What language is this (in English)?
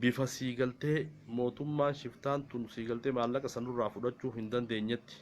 Oromo